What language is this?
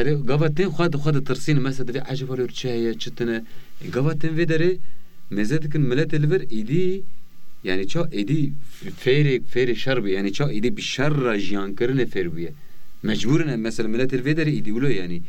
Kurdish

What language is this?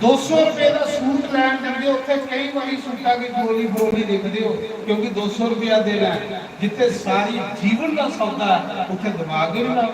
Dogri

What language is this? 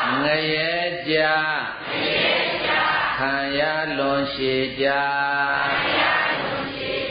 Burmese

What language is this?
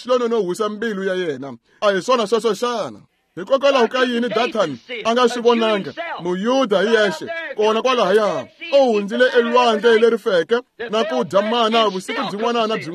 Tsonga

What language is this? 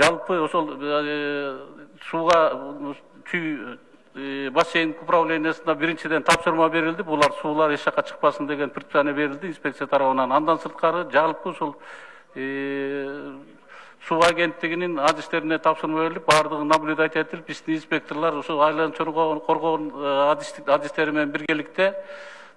Kyrgyz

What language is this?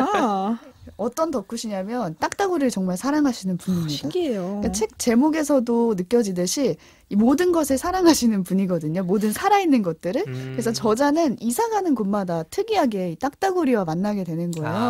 Korean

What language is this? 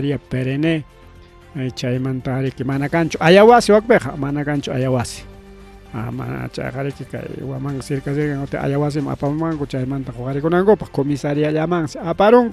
Ayacucho Quechua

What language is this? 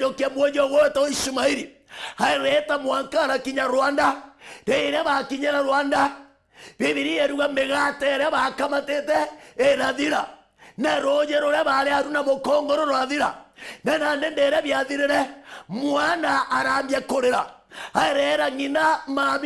Meru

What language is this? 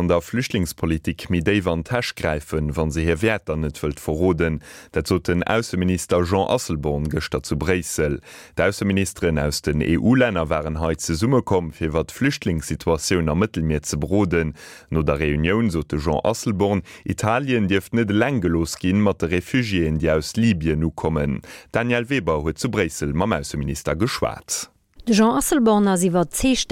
Luxembourgish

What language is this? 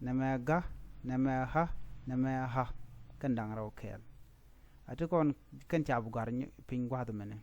Nuer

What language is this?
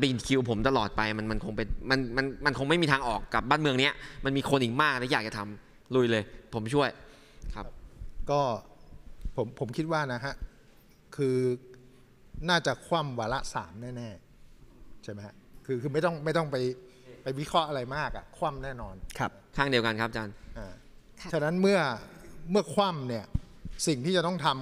Thai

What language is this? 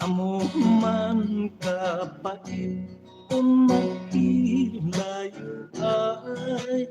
Hiligaynon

